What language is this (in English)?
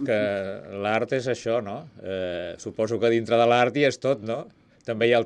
Catalan